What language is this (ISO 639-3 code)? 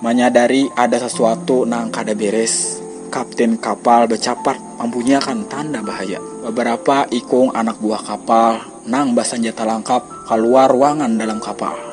bjn